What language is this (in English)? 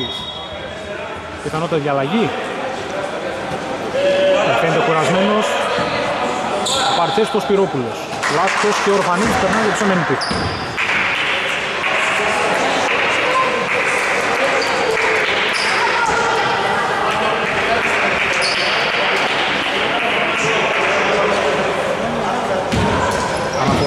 Greek